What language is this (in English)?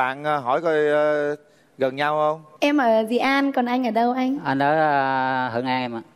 Vietnamese